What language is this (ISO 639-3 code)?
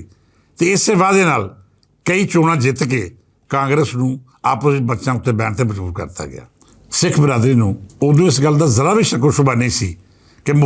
lah